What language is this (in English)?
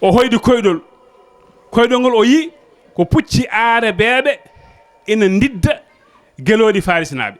Fula